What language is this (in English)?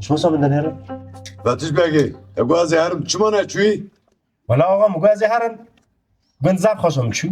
Kurdish